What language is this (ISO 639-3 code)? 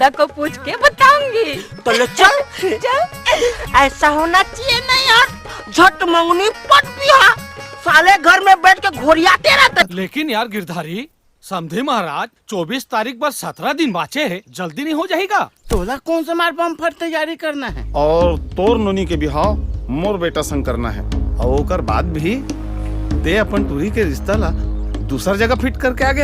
hne